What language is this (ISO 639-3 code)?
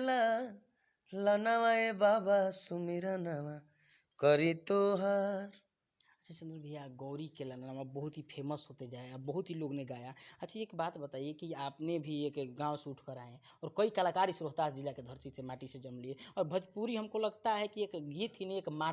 bho